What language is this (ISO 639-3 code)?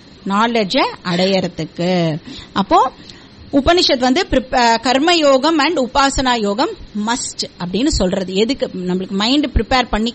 tam